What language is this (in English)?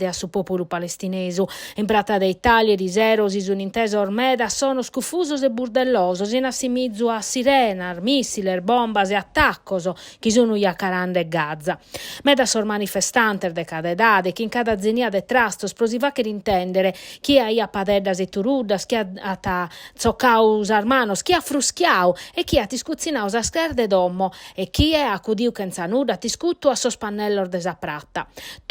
Sardinian